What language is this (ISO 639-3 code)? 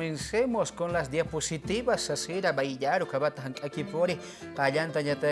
aym